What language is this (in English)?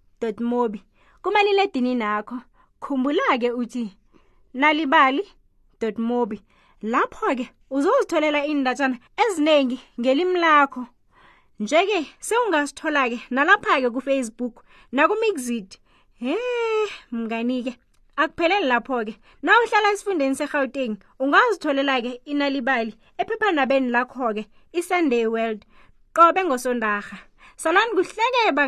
South Ndebele